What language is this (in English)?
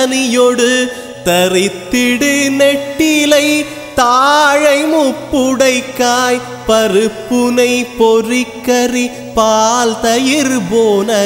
Tamil